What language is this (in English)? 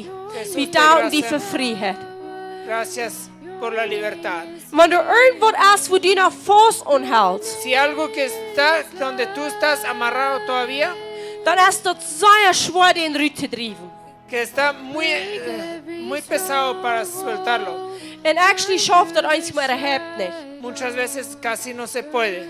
Plautdietsch